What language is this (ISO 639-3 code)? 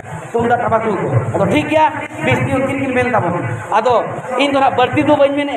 sat